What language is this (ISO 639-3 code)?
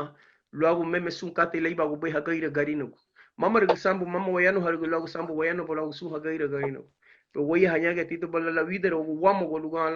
cab